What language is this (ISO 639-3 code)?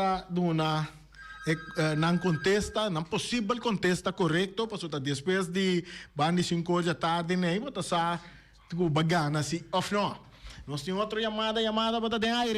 pap